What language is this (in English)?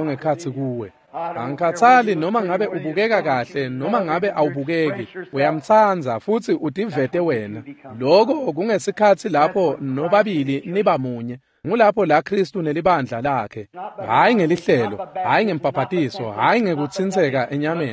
Swati